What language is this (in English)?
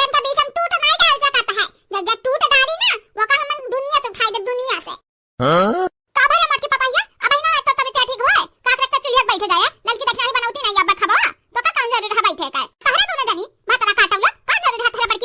Awadhi